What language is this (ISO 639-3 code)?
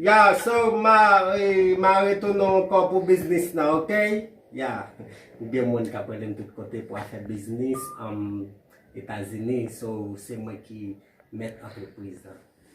hat